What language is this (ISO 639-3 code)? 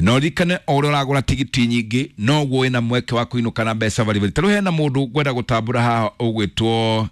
kik